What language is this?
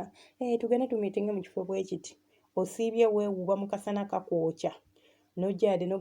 Ganda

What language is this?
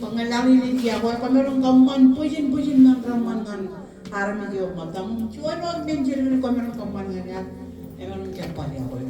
Marshallese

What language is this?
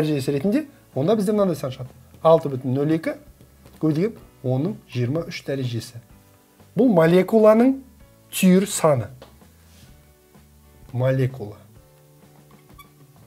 Kazakh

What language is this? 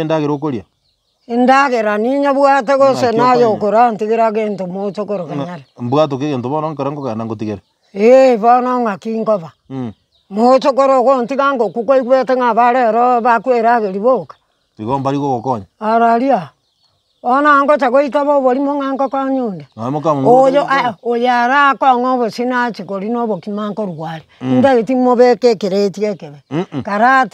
Gusii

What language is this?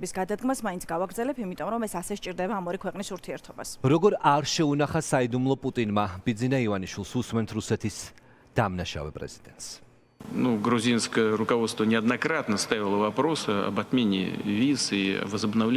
Georgian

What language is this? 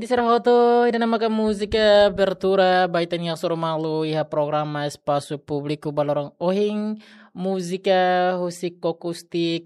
Tetum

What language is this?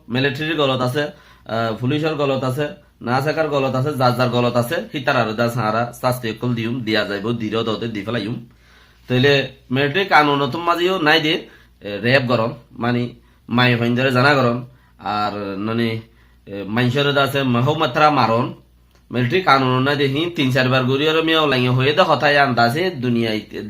Rohingya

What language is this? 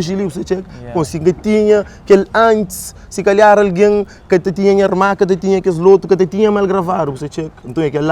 Kabuverdianu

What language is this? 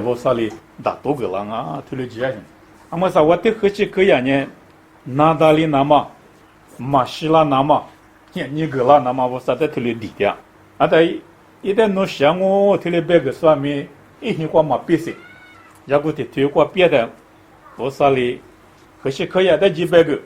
Lisu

